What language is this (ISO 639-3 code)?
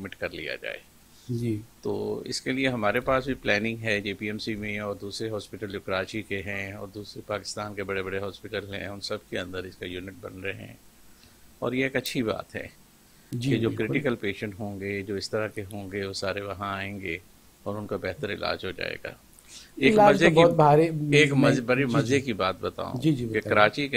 urd